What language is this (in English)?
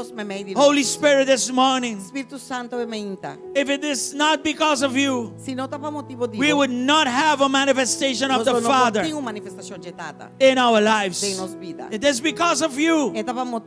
Papiamento